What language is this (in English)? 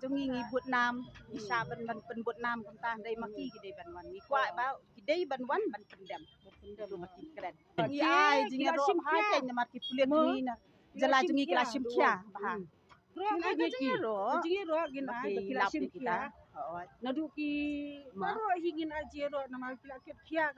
Khasi